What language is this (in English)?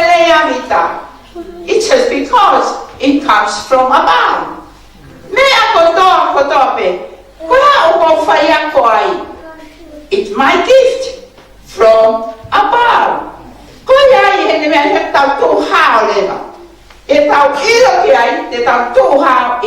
Tongan